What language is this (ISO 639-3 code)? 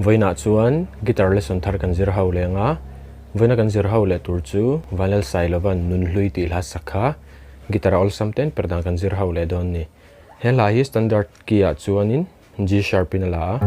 lus